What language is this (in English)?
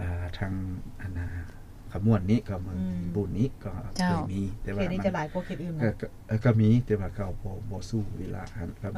Lao